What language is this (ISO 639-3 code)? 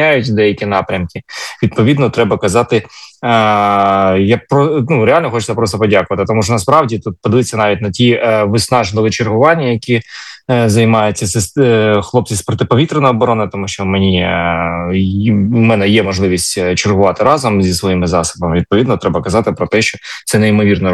ukr